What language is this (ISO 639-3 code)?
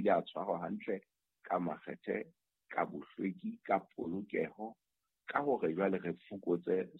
sot